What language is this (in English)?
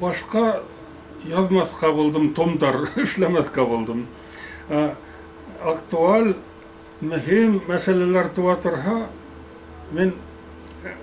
Bashkir